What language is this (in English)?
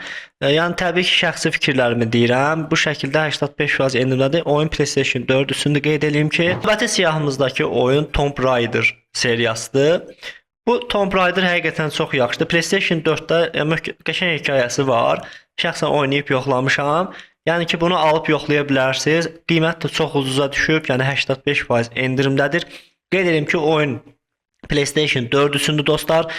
Azerbaijani